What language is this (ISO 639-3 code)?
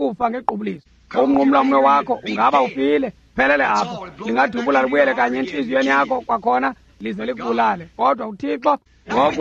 xho